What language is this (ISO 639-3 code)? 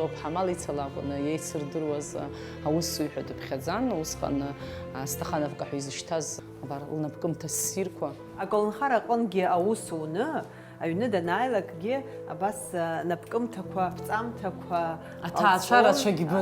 abk